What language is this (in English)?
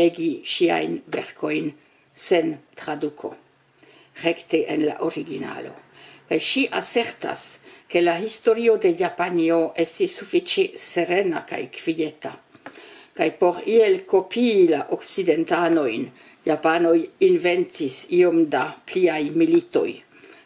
Esperanto